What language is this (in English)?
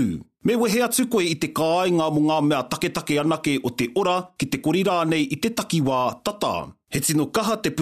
Māori